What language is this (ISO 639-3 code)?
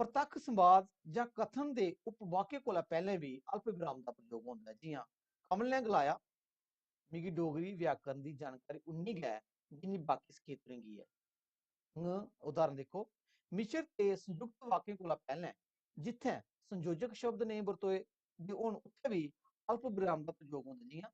doi